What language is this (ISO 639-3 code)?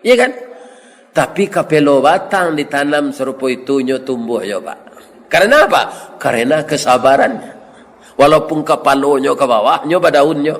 min